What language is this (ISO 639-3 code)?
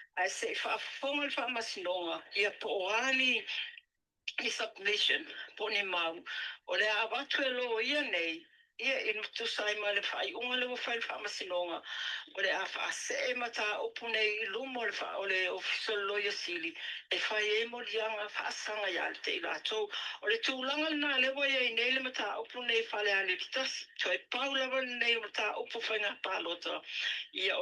smo